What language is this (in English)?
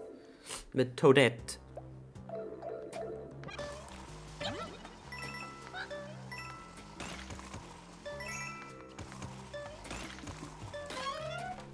German